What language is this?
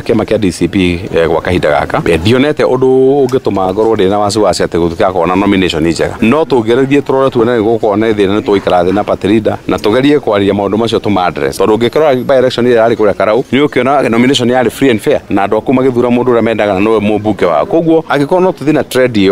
Kikuyu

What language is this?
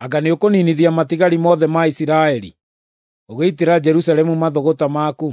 Kikuyu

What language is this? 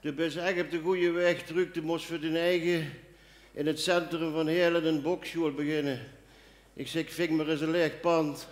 Limburgish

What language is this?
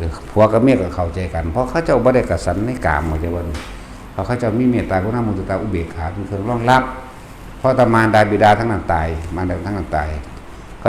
Northeastern Thai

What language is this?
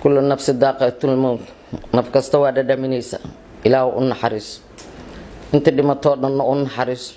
Somali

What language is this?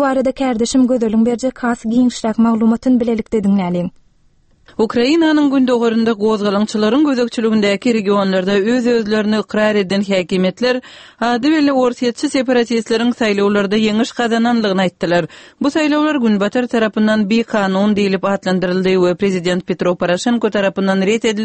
Turkmen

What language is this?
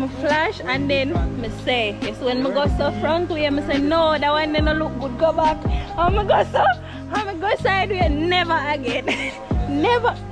Jamaican Creole English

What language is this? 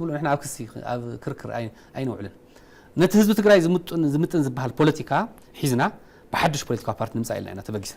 Tigrinya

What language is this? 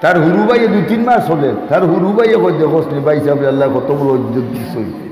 Sylheti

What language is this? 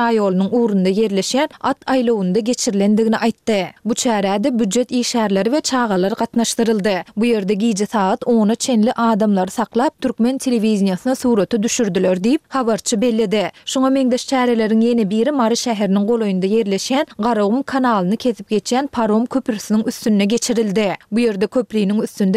Turkmen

